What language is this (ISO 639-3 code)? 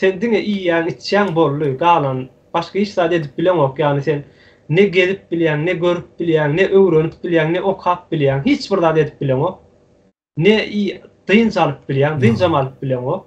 tuk